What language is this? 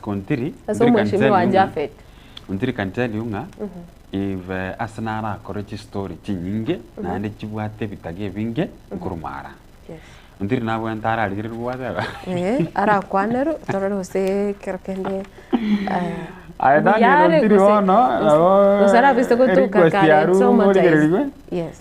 Gusii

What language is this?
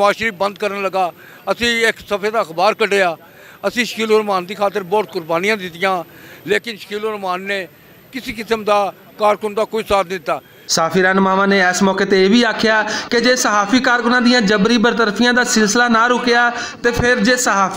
Western Panjabi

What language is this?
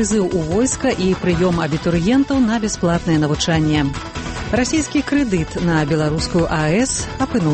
Belarusian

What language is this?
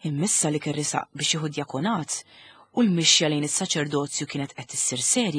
Maltese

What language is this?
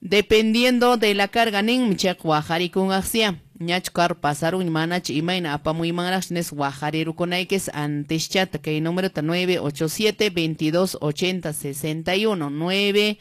Quechua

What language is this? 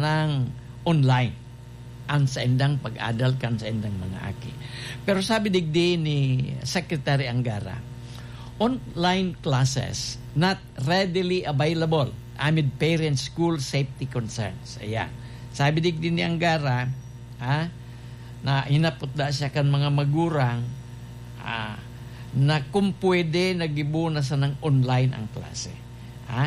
Bikol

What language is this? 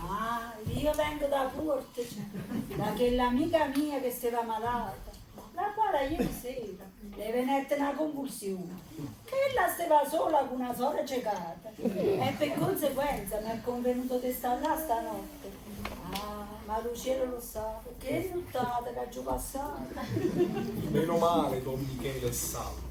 Neapolitan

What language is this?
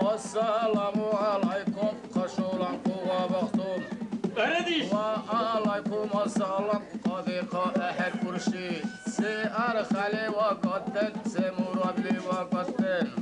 Dargwa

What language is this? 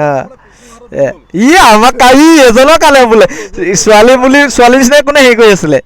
Assamese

